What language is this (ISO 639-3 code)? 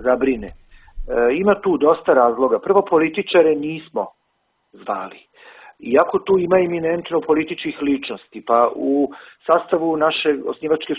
srp